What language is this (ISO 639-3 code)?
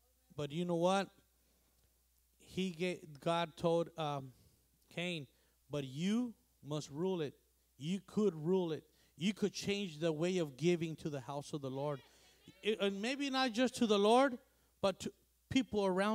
eng